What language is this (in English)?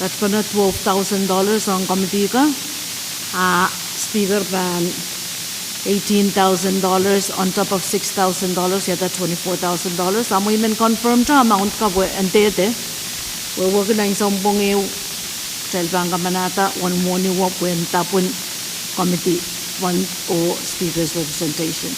Pohnpeian